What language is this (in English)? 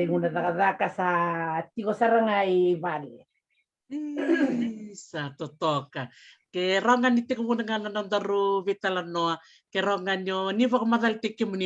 Fijian